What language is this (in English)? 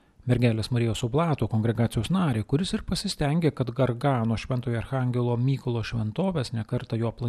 Lithuanian